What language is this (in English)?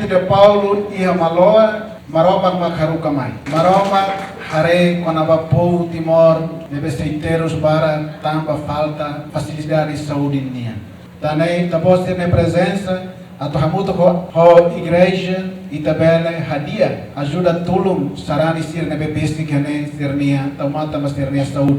Tetum